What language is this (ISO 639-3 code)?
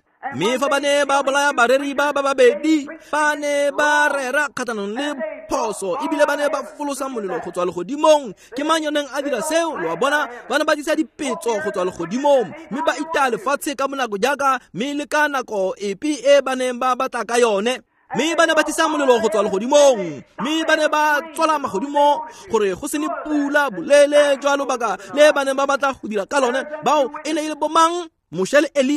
tsn